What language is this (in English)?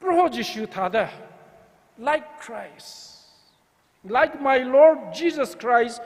Tangkhul Naga (India)